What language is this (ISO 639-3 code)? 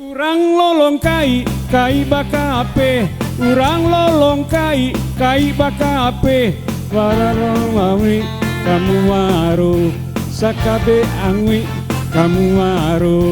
min